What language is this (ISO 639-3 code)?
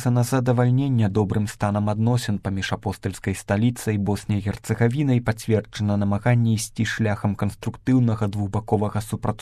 bel